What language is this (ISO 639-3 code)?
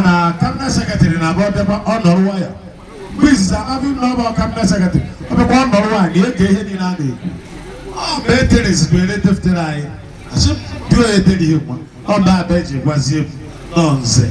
ibo